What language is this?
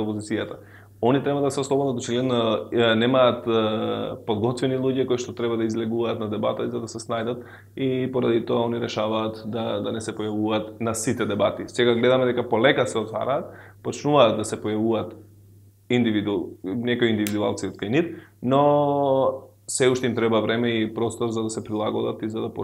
Macedonian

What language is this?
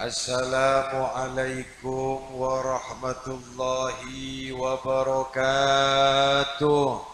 Madurese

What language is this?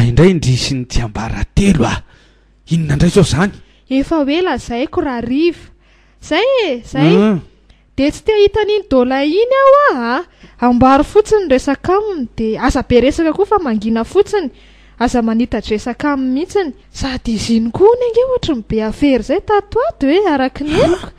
Malagasy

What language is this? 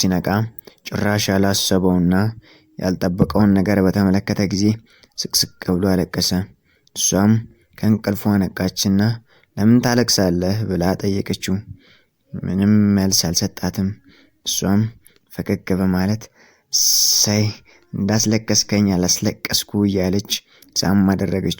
Amharic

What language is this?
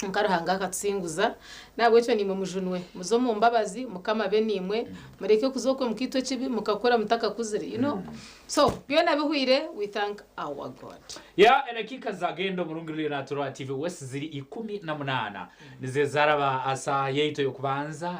Nyankole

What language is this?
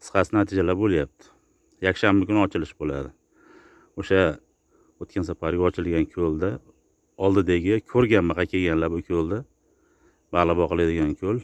Uzbek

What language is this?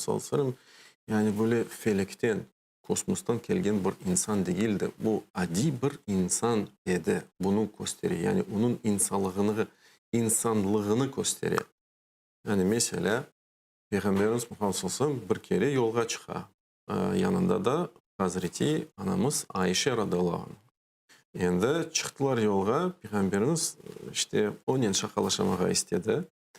Crimean Tatar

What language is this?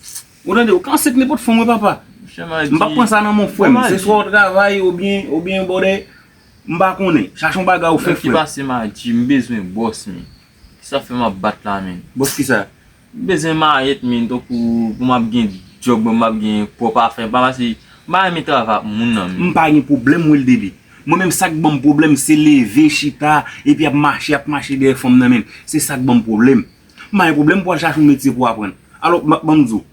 Haitian Creole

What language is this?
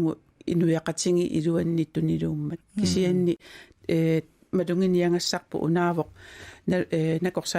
Kalaallisut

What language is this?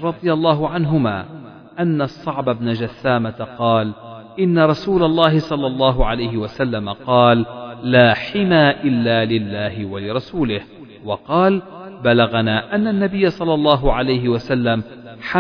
Arabic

